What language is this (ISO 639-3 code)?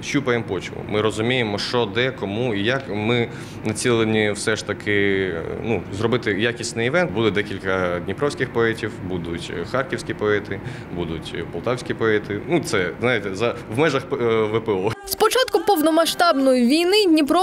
ukr